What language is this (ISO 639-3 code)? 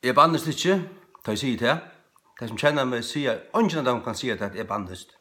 fao